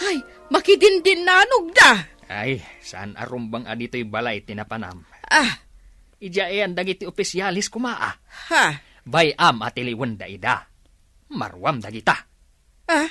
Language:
Iloko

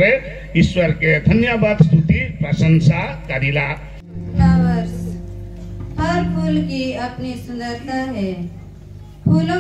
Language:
Sadri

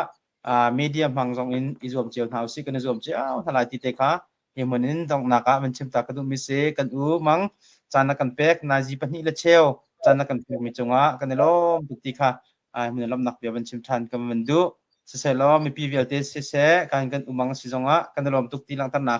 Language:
Hakha Chin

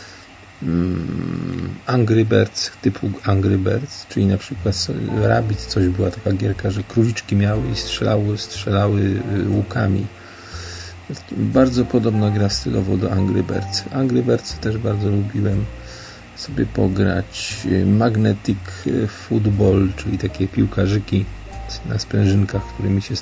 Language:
Polish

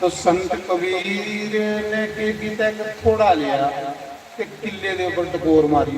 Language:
Dogri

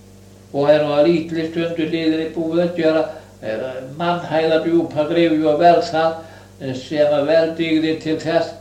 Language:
Icelandic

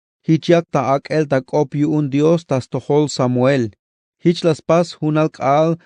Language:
Tzeltal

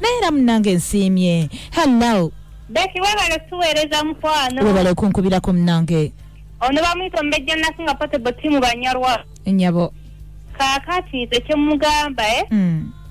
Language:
Ganda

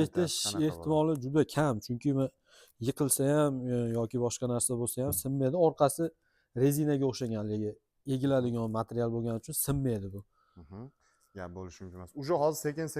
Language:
Uzbek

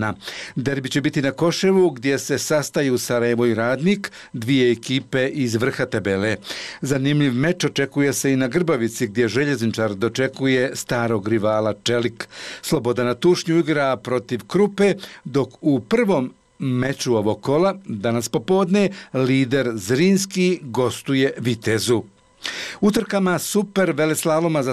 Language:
Bosnian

